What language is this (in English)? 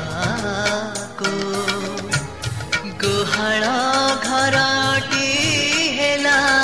Odia